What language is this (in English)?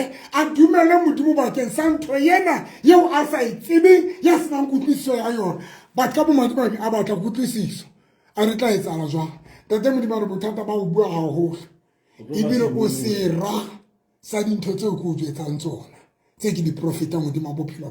Southern Sotho